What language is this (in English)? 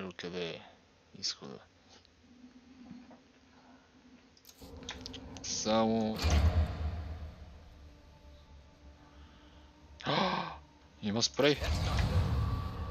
Bulgarian